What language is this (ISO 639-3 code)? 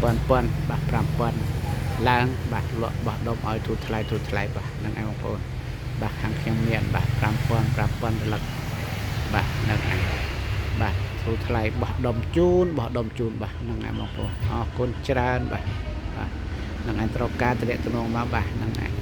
khm